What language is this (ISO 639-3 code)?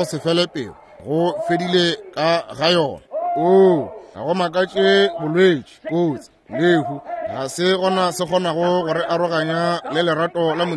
nso